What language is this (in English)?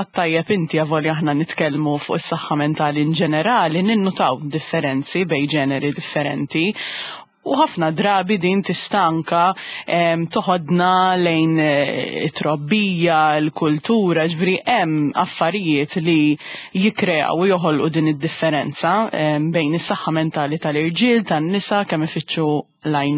Maltese